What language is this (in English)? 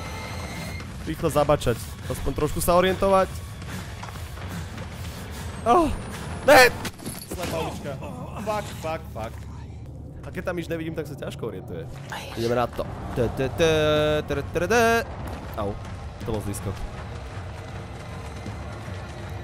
Slovak